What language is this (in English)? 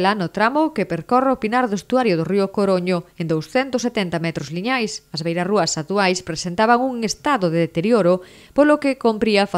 Galician